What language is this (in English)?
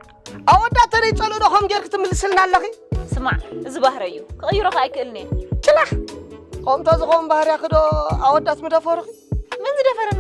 Tigrinya